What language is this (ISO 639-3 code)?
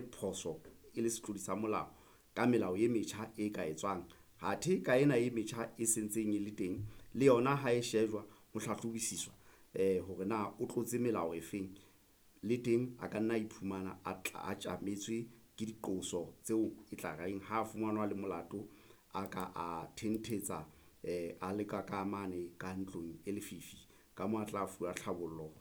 sot